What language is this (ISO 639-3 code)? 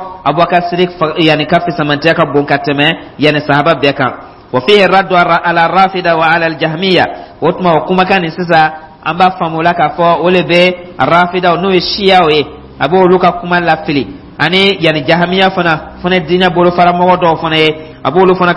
dyu